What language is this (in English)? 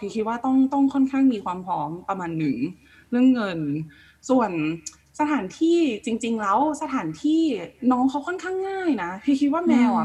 Thai